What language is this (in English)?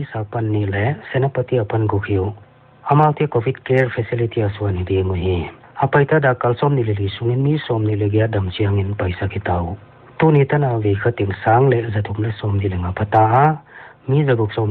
Paite Chin